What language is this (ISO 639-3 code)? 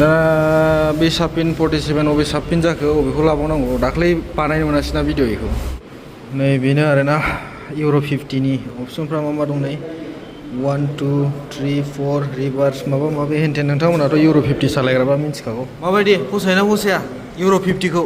brx